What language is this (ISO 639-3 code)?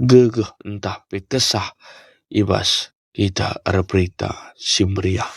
btx